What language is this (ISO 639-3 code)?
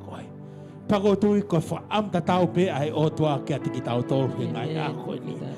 ton